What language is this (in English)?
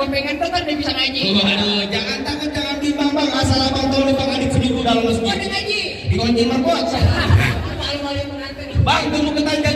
Betawi